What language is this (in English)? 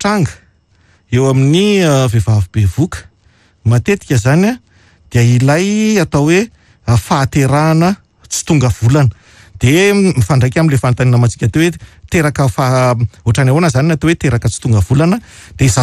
Malagasy